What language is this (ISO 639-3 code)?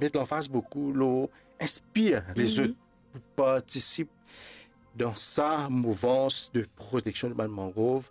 mfe